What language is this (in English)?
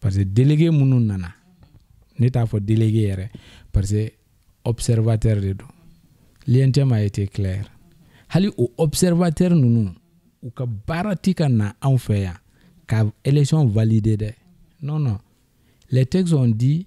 Bambara